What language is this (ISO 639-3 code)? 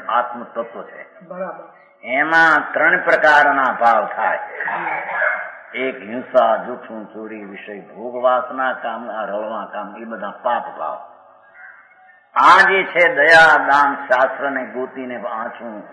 guj